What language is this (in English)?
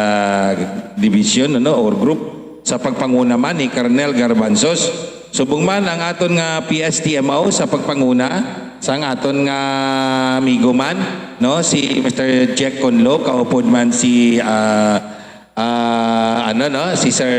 Hiligaynon